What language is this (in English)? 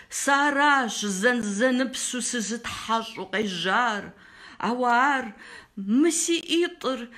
Kabardian